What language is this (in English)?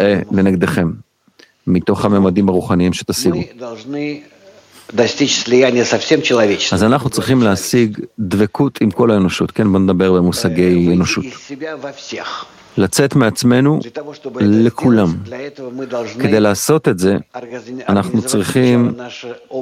Hebrew